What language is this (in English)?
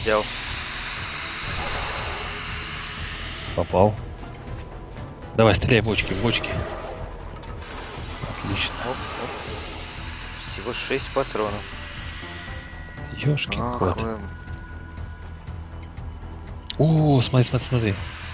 Russian